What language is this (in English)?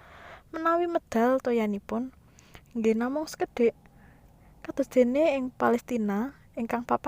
Javanese